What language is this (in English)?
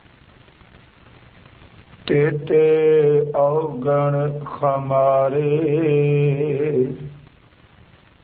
Punjabi